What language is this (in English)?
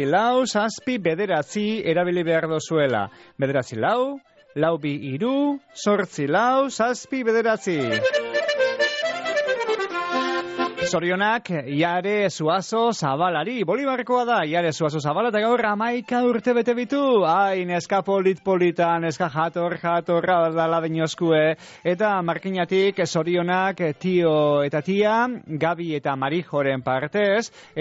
Basque